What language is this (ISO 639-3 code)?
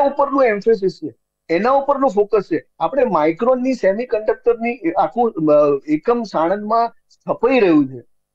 guj